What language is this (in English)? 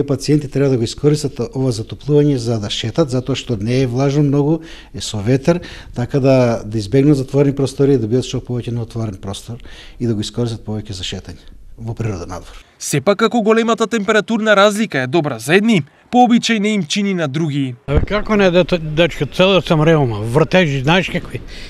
Macedonian